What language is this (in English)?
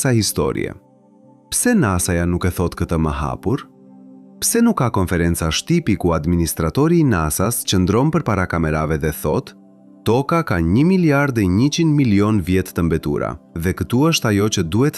Albanian